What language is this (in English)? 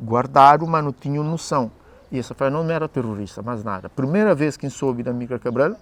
Kabuverdianu